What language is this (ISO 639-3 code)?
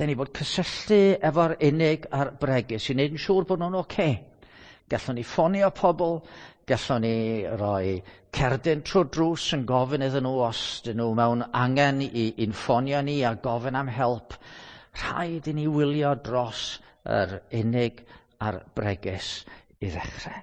cym